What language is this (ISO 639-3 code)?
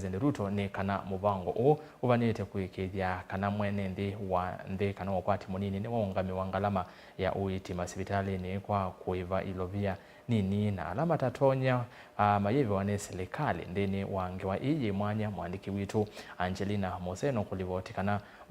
kam